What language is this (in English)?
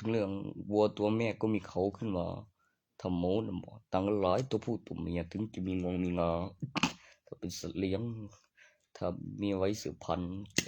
Northeastern Thai